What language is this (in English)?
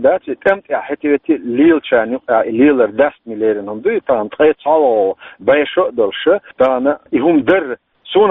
Chechen